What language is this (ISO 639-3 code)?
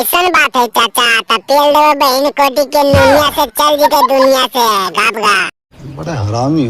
mag